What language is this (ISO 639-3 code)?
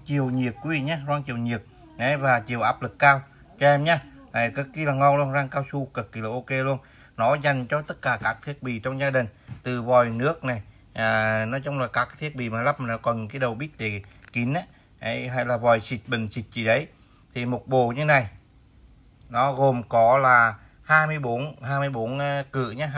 vie